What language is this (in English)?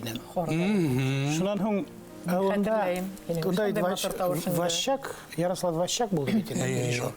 Bashkir